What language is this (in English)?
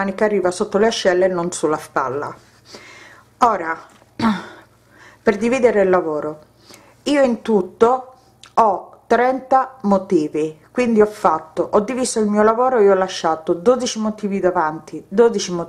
Italian